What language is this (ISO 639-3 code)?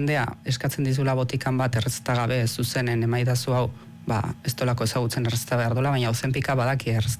eus